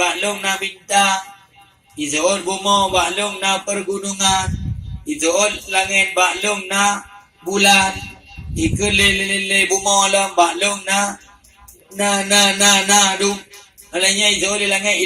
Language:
Achinese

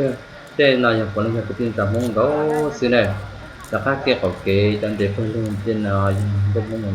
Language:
Hmong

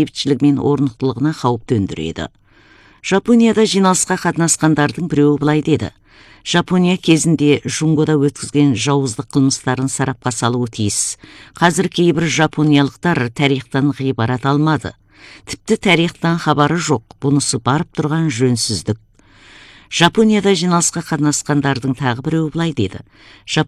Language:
Kazakh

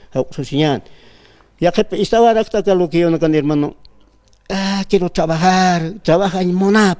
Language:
Aymara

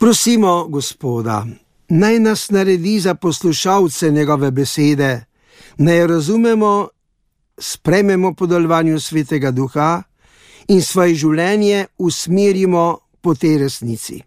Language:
Slovenian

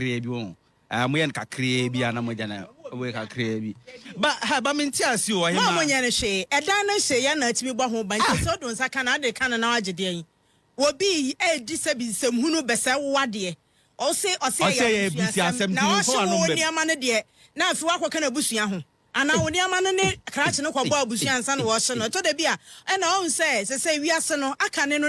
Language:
Akan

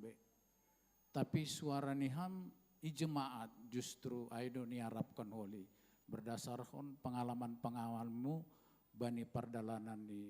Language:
Batak Simalungun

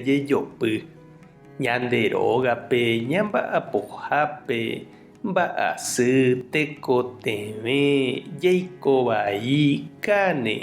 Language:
Guarani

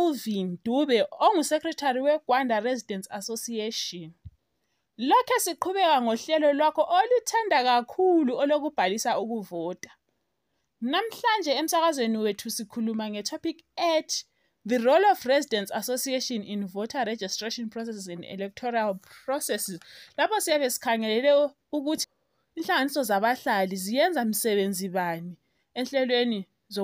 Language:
North Ndebele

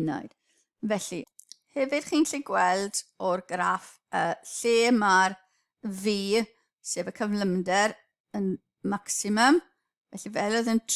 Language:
Welsh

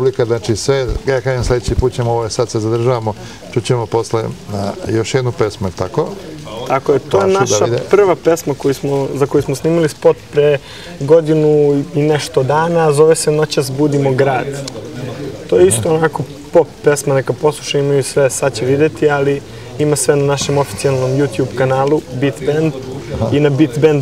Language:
Serbian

